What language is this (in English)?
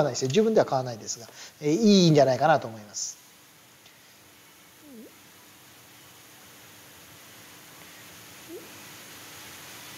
Japanese